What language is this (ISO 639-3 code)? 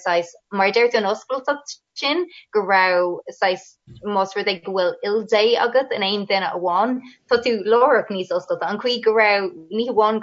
gle